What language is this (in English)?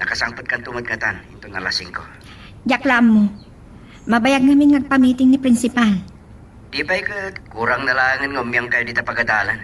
Iloko